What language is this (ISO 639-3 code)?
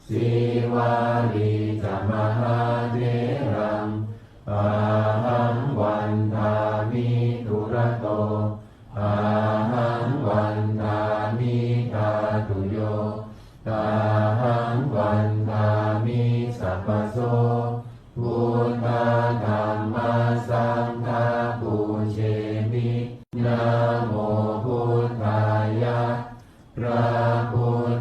pli